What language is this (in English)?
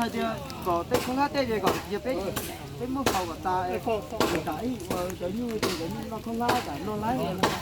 Hmong